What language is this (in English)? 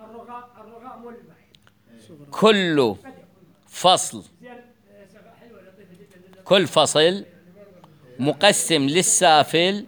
Mesopotamian Arabic